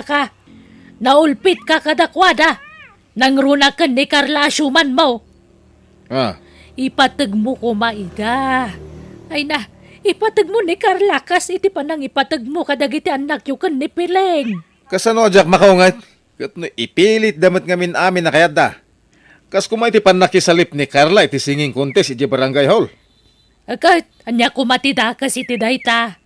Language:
Iloko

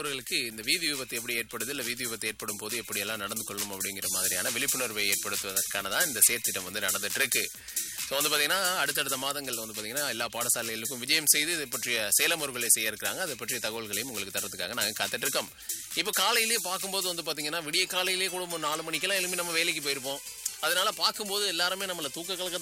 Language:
Tamil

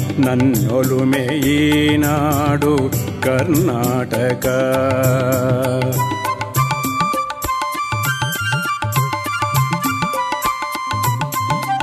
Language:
Kannada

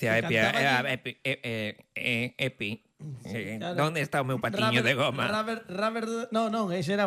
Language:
Galician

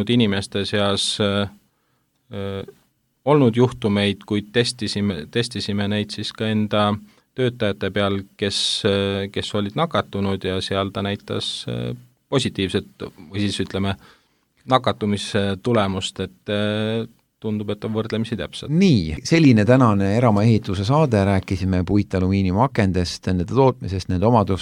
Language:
Estonian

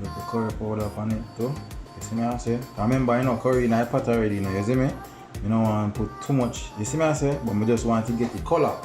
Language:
Jamaican Creole English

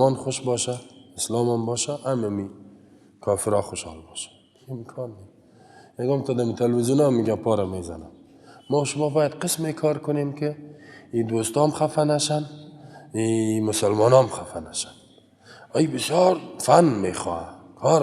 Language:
Persian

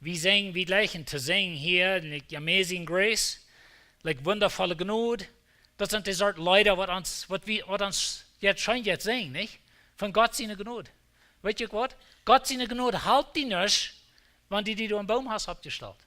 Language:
Plautdietsch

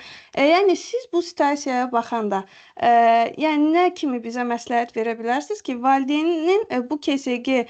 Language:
Azerbaijani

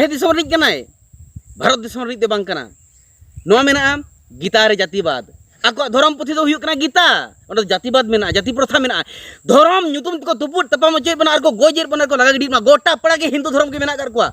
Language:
Santali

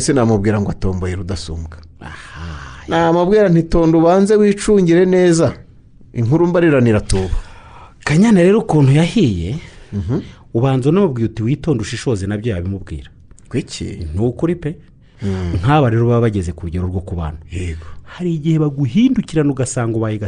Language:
Kinyarwanda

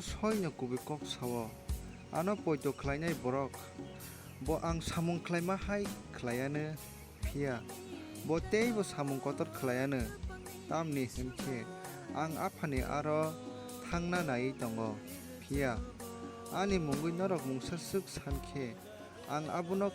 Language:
Kok Borok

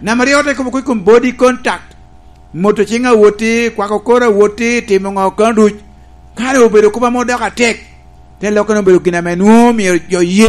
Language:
Lango (Uganda)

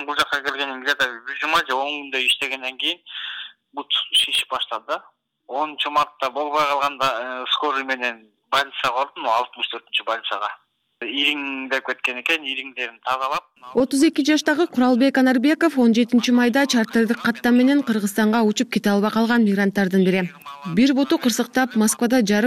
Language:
Kyrgyz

